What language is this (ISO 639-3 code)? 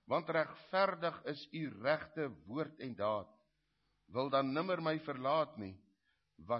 afr